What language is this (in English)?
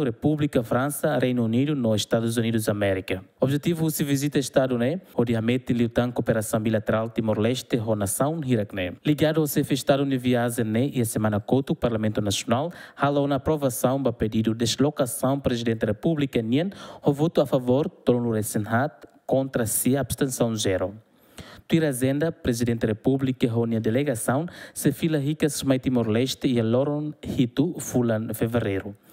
Tetum